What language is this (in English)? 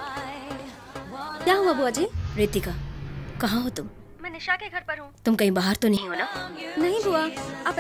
Hindi